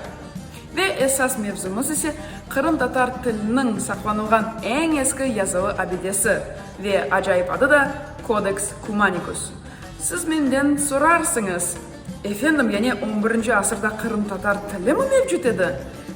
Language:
Crimean Tatar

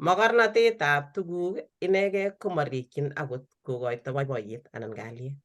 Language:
Kalenjin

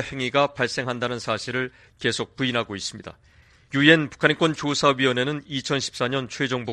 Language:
Korean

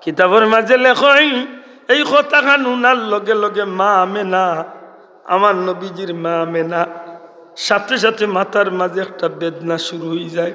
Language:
Sylheti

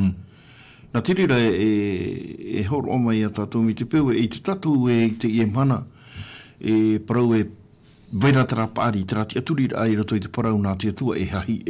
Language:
Tahitian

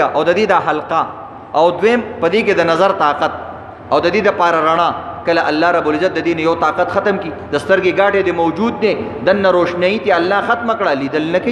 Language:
Pashto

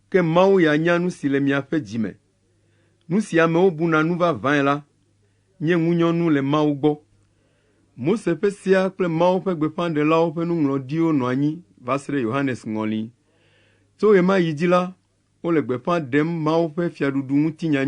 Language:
Ewe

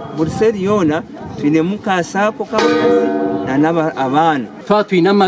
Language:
Nyankole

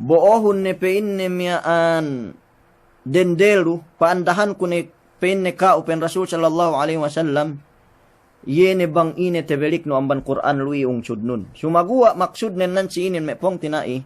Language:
Yakan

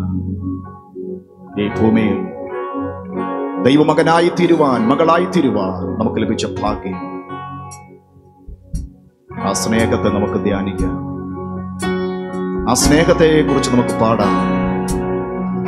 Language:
Malayalam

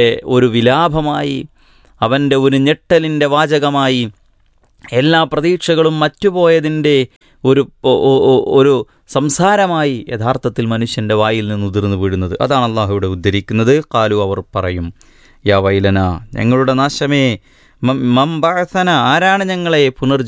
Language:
Malayalam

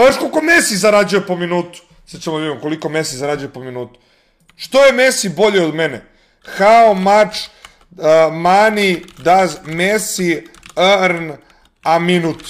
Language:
Serbian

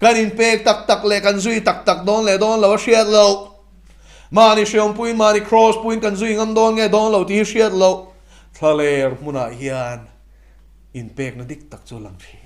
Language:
Mizo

